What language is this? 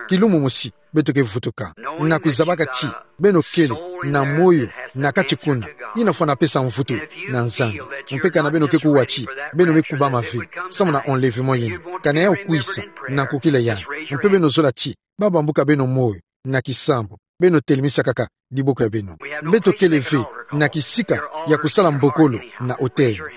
Kituba (Democratic Republic of Congo)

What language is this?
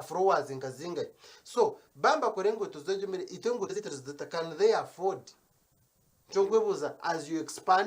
Nyankole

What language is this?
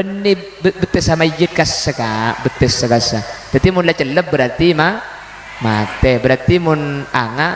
Madurese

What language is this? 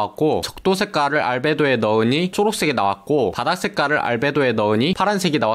Korean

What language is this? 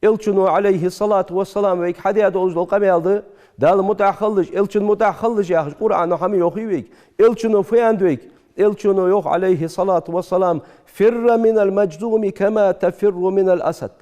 Ingush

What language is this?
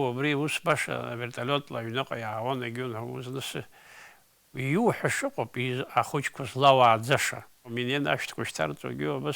Abkhazian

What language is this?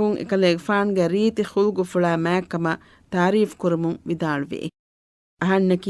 Divehi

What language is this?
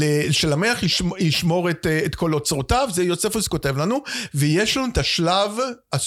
Hebrew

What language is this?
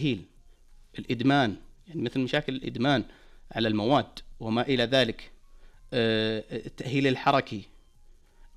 Najdi Arabic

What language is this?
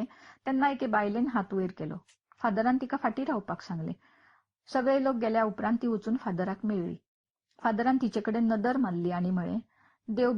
Konkani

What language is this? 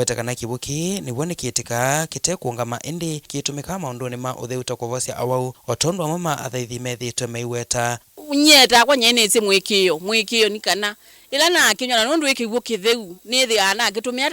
Kamba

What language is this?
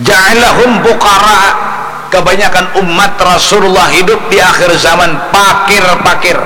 Banjar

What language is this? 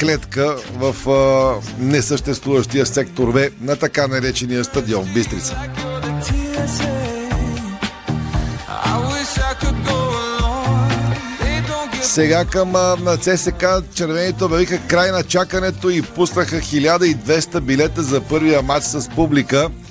Bulgarian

